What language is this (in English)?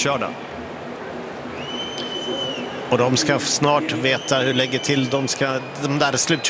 Swedish